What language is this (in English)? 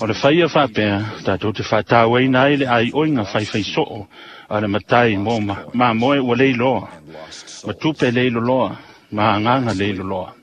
Samoan